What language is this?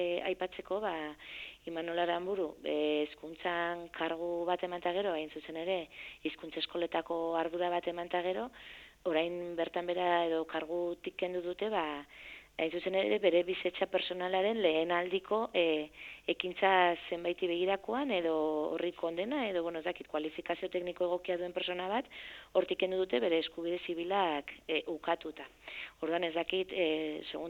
Basque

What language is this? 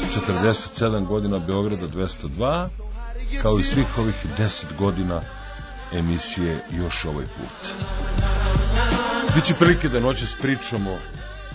Serbian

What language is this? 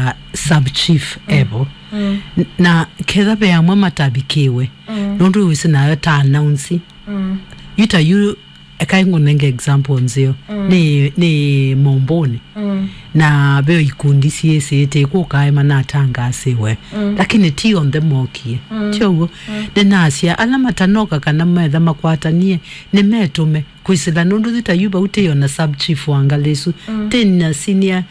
Kamba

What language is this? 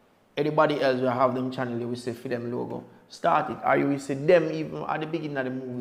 Jamaican Creole English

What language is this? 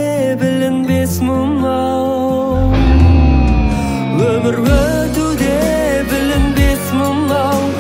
Kazakh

